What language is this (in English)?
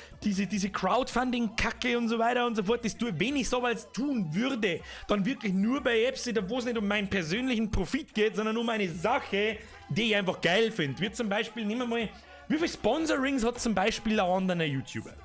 Bavarian